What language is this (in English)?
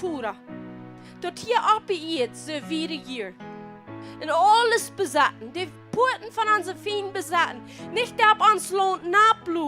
Plautdietsch